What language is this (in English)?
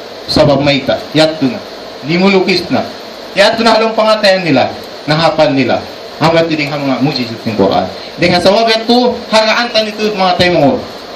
Tausug